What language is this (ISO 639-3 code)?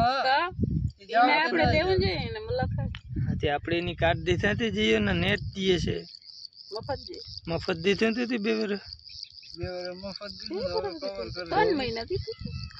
guj